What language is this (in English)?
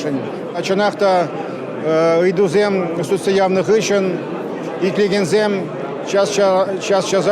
Chuvash